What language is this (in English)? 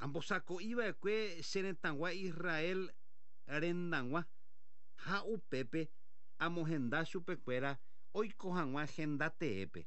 Guarani